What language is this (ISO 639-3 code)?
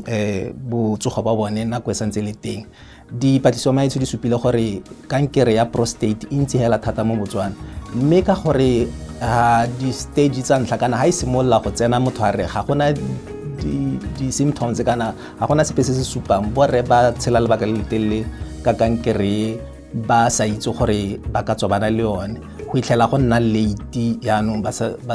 tsn